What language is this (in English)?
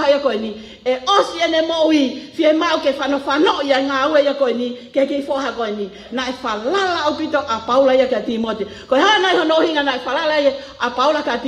Tongan